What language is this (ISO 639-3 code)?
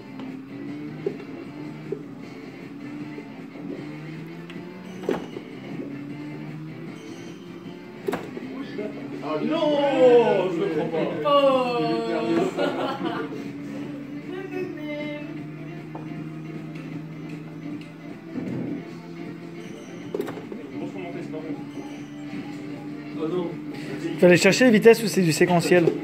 fra